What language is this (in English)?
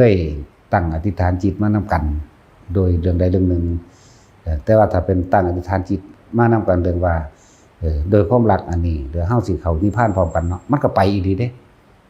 Lao